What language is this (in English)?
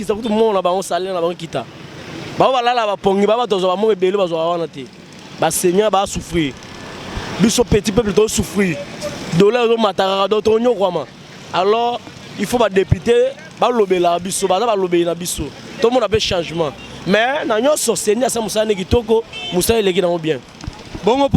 Lingala